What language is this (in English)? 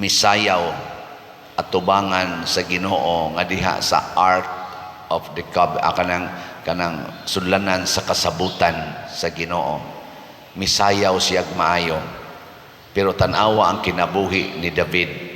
Cebuano